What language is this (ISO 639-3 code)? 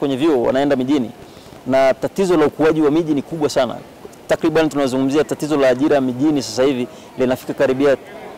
swa